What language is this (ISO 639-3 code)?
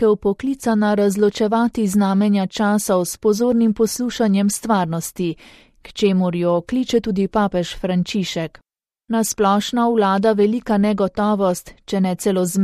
slv